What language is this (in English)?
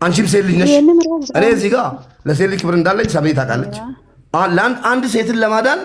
Amharic